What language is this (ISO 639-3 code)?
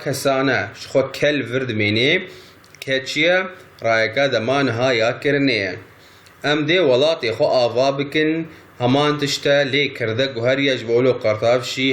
kur